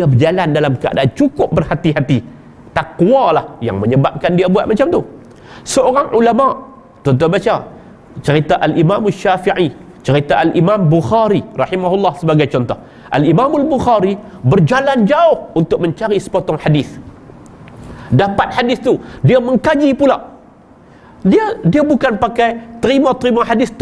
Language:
Malay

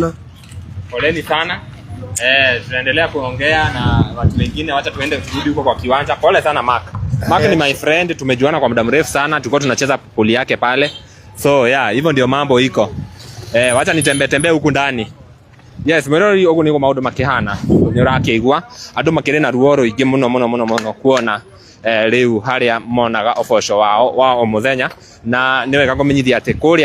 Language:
Kikuyu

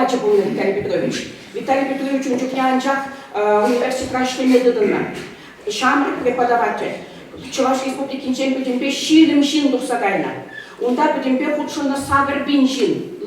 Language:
Chuvash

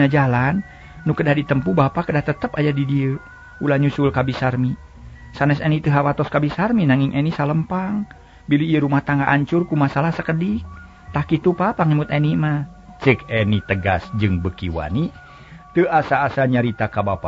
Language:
Sundanese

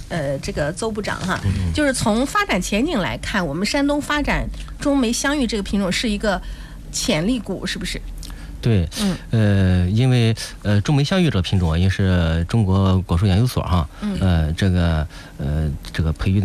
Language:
Chinese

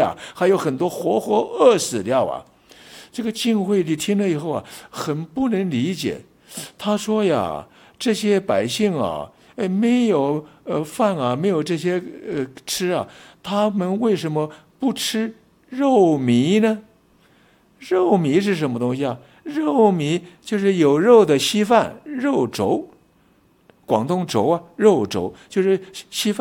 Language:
Chinese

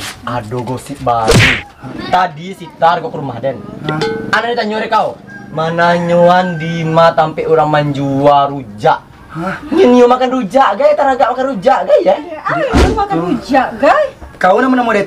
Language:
Minangkabau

